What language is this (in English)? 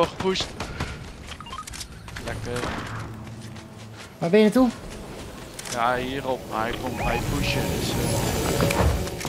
Dutch